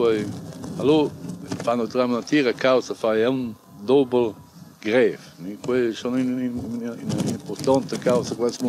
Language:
Romansh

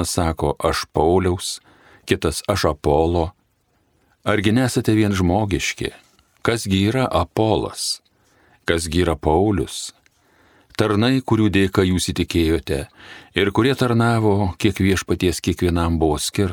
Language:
Lithuanian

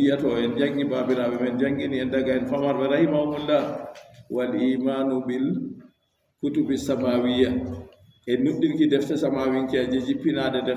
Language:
Fula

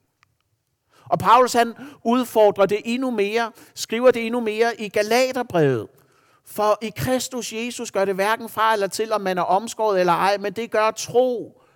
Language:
Danish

